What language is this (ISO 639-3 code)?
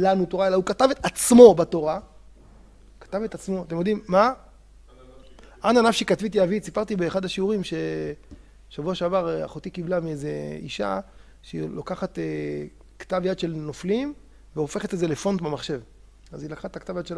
heb